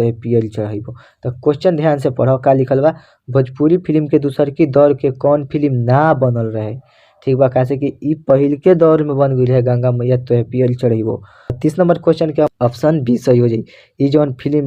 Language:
Bhojpuri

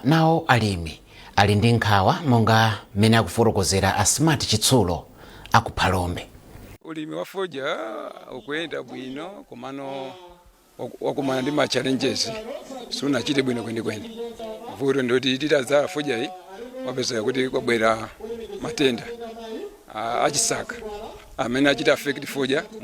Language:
Nyanja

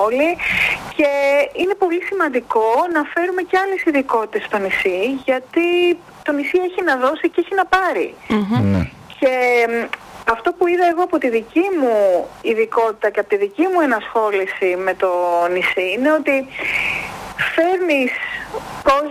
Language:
Greek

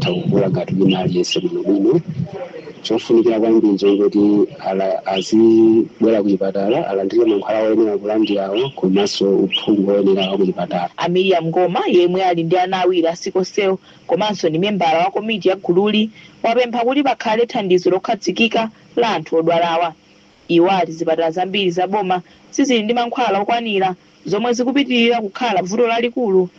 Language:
Nyanja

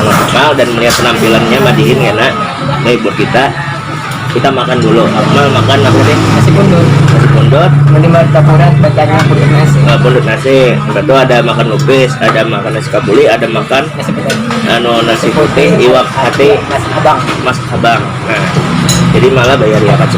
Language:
Banjar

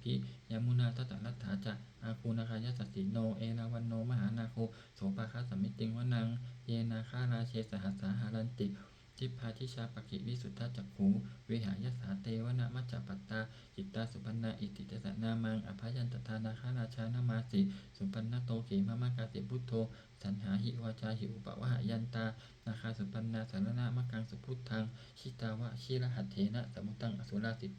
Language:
Pali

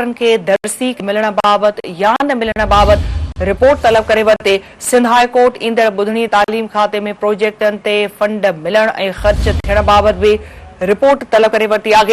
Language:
Sindhi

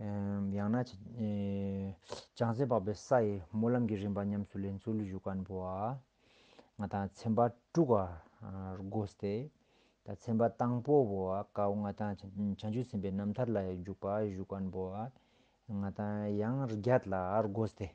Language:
Ladakhi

